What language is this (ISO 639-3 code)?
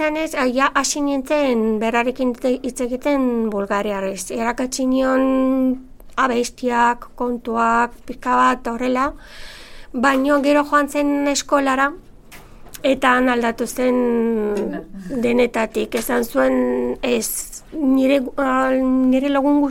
eus